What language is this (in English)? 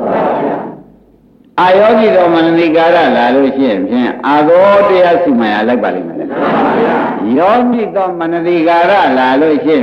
Burmese